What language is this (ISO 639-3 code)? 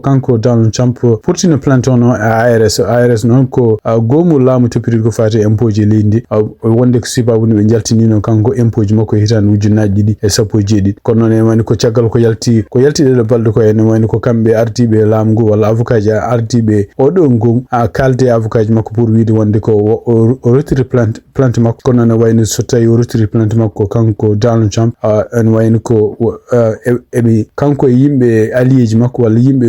ful